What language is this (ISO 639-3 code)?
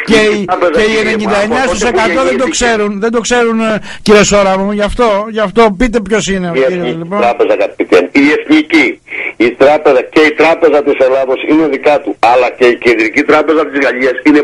ell